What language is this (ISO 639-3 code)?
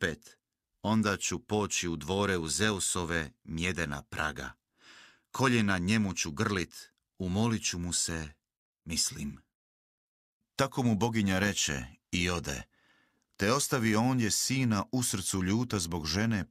hrv